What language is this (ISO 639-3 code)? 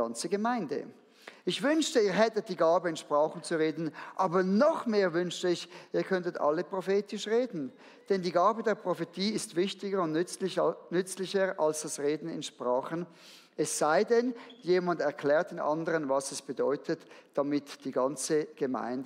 gsw